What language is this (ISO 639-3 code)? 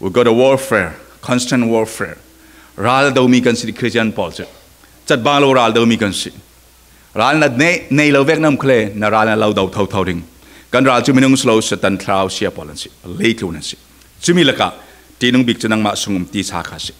cfm